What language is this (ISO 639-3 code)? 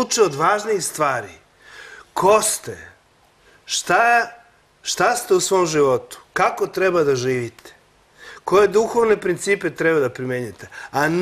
srp